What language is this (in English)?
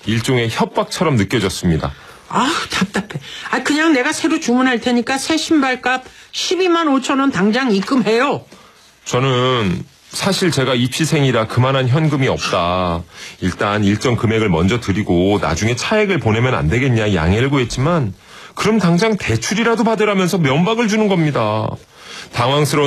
Korean